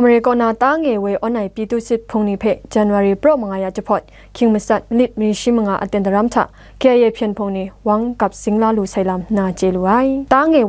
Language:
Kachin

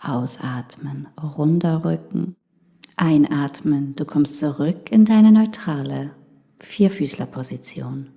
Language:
Swiss German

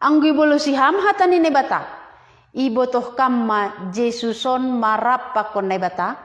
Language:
Batak Simalungun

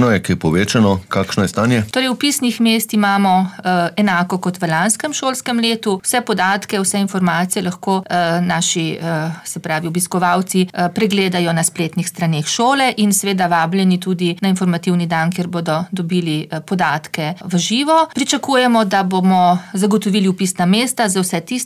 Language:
Slovenian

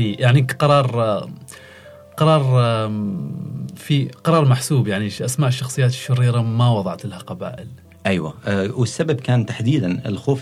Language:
Gulf Arabic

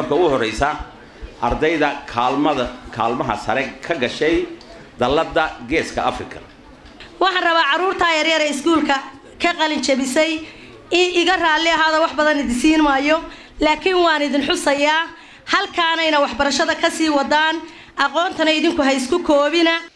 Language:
Somali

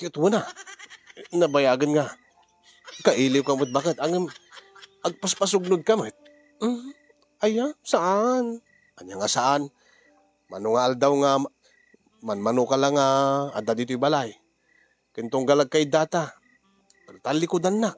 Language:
Iloko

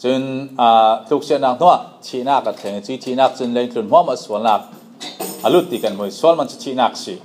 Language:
Falam Chin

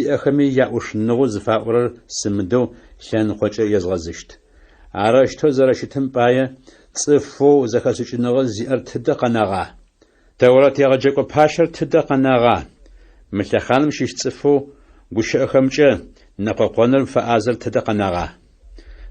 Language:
Adyghe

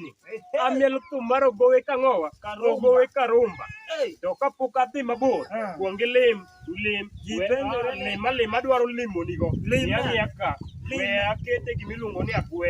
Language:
Luo (Kenya and Tanzania)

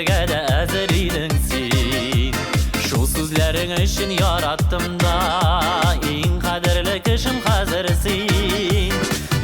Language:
Tatar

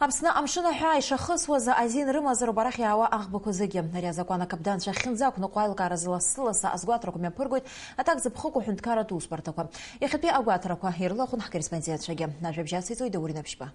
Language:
Abkhazian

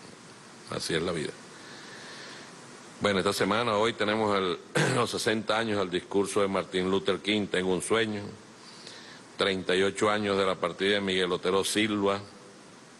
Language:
Spanish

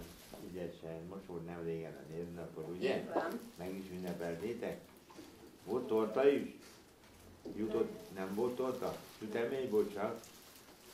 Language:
Hungarian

